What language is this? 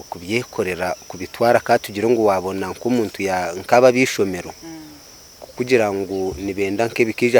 Nyankole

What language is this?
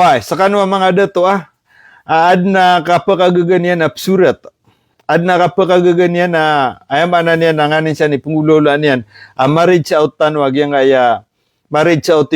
Maranao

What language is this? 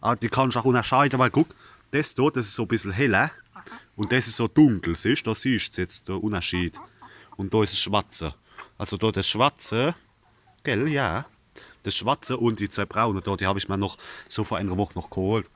Palatine German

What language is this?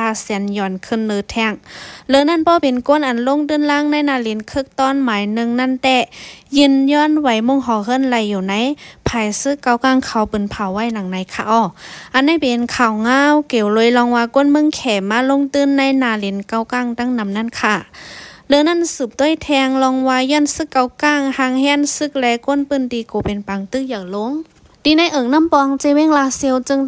Shan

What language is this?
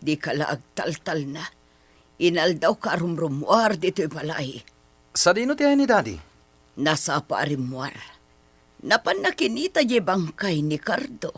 Iloko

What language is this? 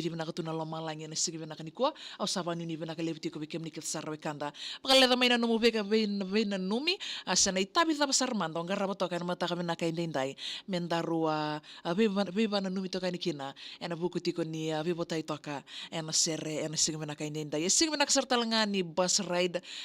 Fijian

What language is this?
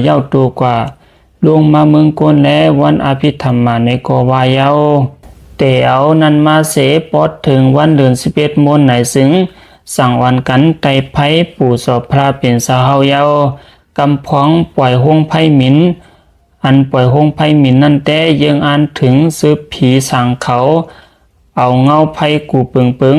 Shan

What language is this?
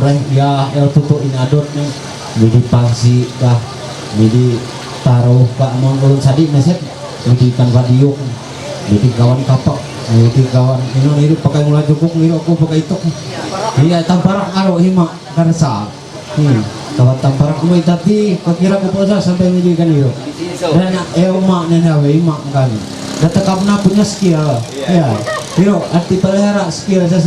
Ma'anyan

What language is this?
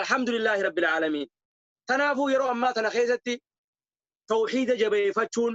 Oromo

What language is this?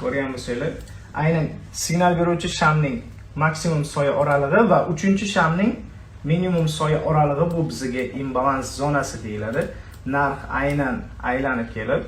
Uzbek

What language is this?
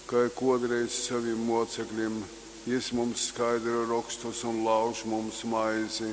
Latgalian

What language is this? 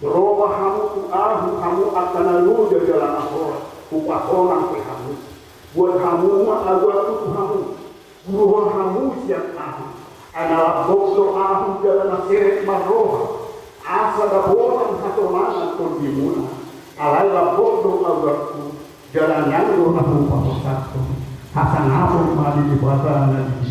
Batak Toba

